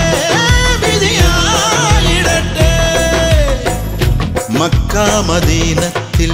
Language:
Malayalam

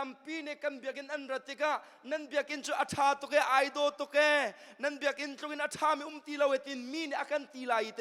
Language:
Hakha Chin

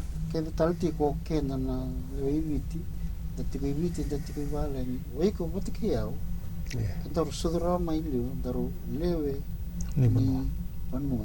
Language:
Fijian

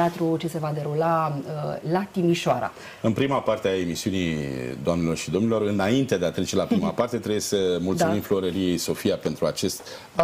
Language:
Romanian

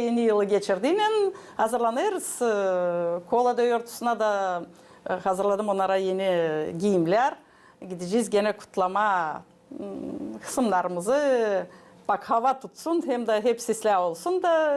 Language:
Gagauz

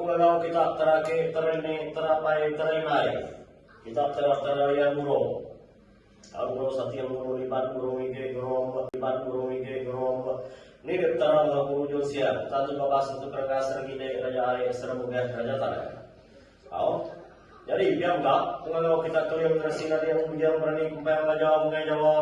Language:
Iban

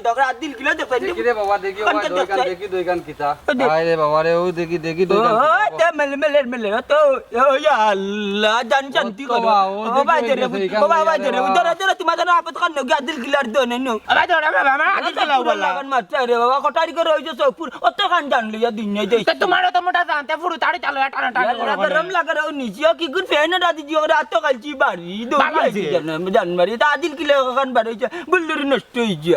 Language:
Sylheti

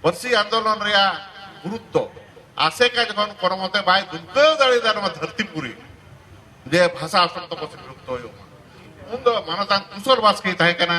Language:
Santali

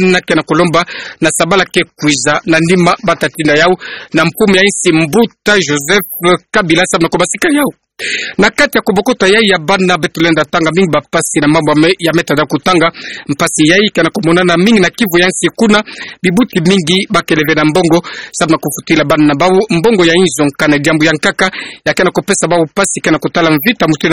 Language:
Kituba (Democratic Republic of Congo)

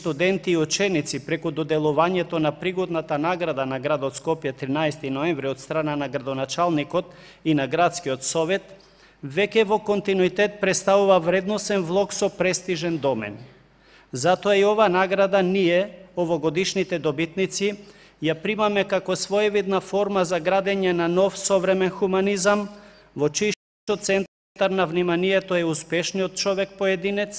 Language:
Macedonian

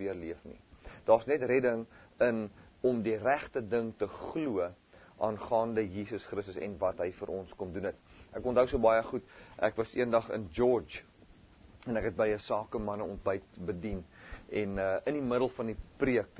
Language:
Afrikaans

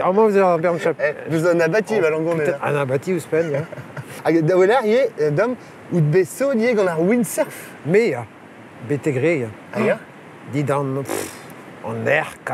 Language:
Breton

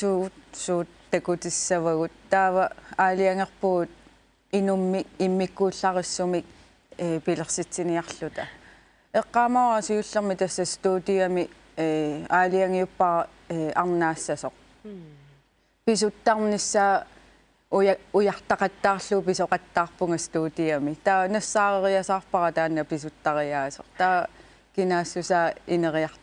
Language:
Kalaallisut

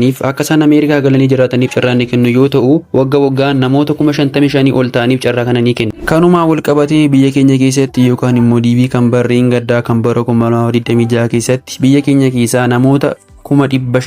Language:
Oromo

